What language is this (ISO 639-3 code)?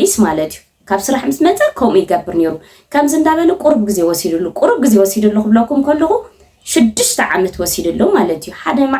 tir